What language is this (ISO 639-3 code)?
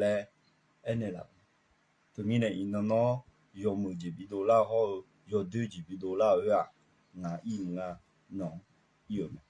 ahk